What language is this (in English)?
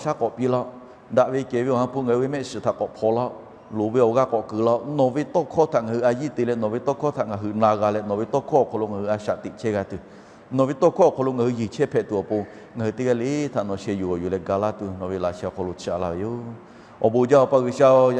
Lahu